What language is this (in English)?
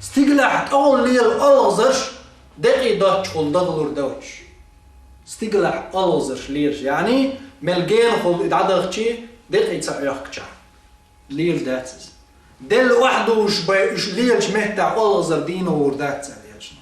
Chechen